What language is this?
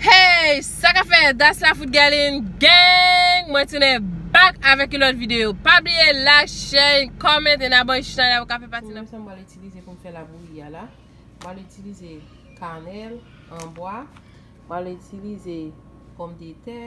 Haitian Creole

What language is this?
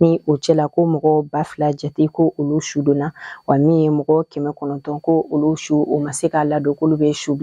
Bambara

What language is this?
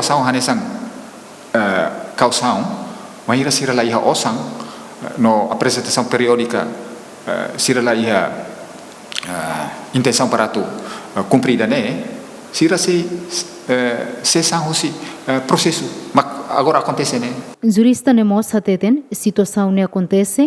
Tetum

